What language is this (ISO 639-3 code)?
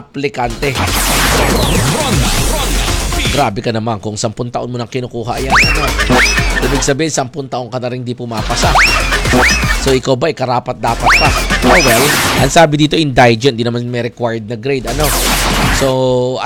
fil